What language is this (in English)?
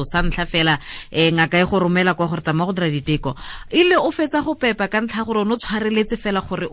Tswana